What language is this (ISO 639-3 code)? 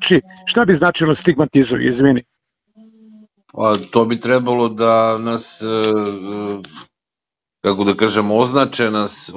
srp